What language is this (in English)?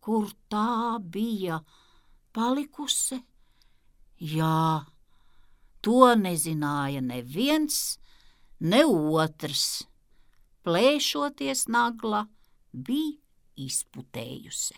Latvian